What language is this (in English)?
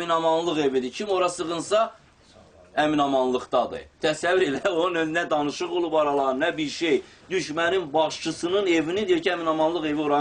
Azerbaijani